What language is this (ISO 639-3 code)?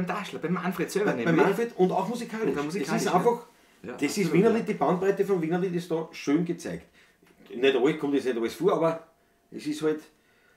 bar